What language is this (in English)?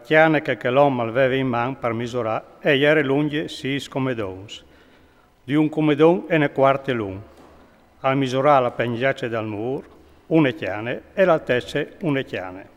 Friulian